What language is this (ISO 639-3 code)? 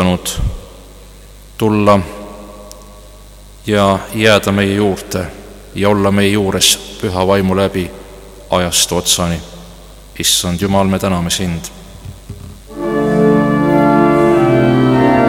est